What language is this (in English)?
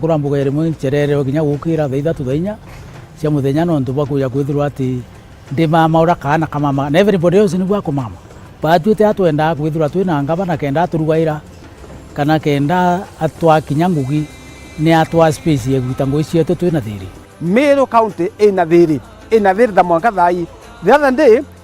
Meru